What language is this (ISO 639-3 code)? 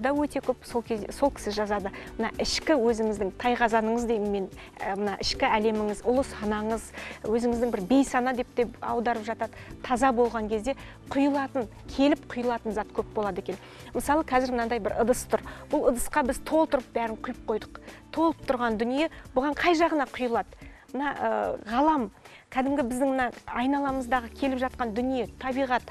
kaz